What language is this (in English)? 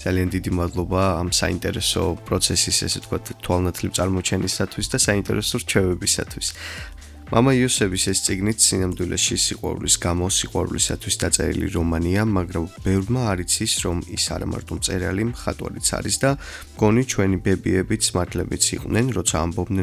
Georgian